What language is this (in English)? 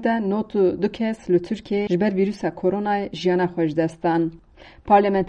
Kurdish